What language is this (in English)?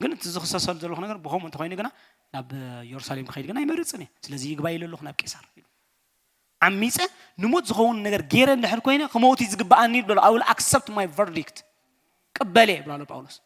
Tigrinya